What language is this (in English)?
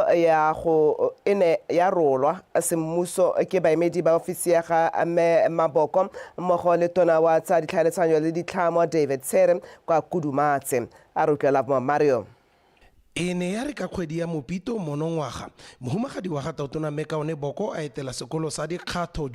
Tswana